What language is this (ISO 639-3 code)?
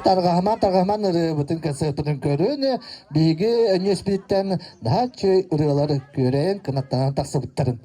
sah